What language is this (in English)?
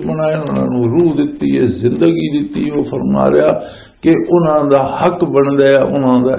Western Panjabi